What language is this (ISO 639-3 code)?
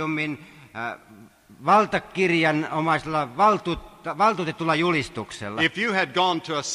fin